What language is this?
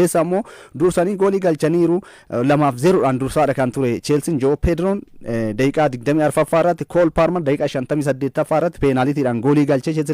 Oromo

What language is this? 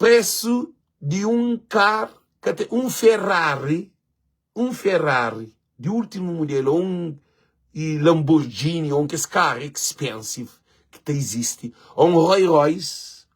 Kabuverdianu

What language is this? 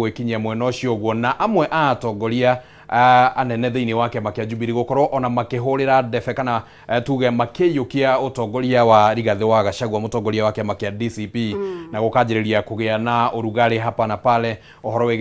Kikuyu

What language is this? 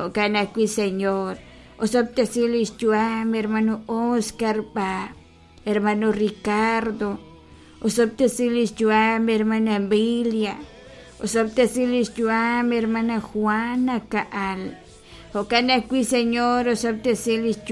Kekchí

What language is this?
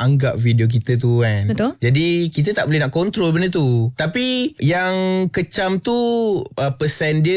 Malay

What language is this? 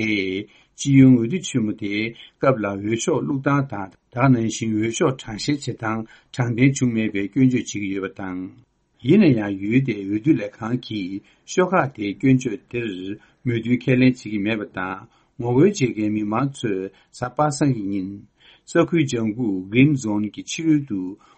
Tibetan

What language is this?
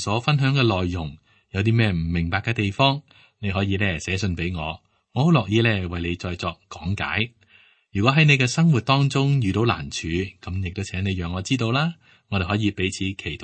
Cantonese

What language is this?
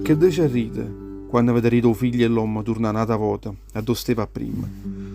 Neapolitan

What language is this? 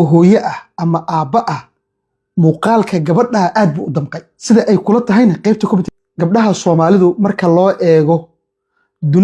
Somali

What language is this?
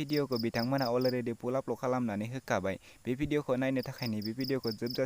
Bodo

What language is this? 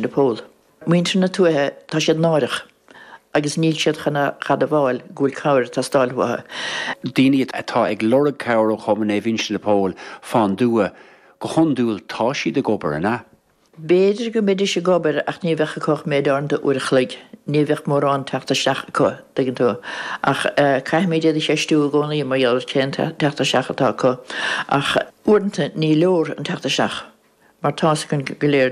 Irish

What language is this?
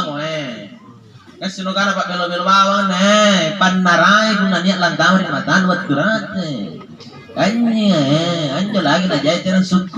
Makasar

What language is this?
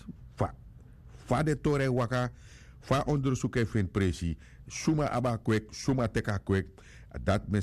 Sranan Tongo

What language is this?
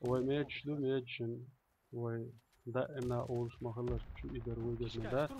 Chechen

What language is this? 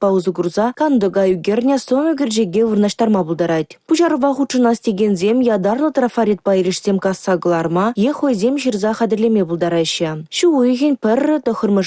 Chuvash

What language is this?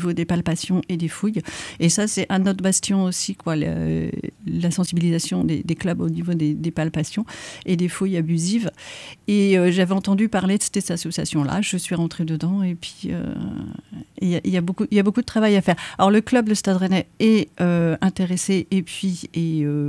French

